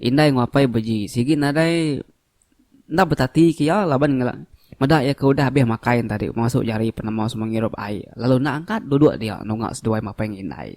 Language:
Iban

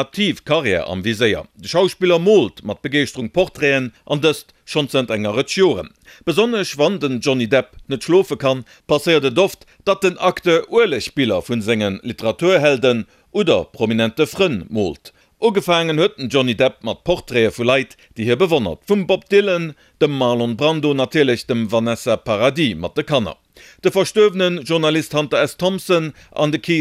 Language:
Luxembourgish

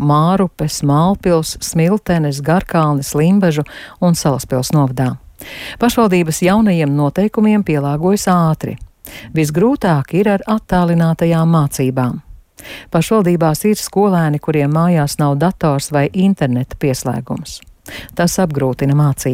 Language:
Latvian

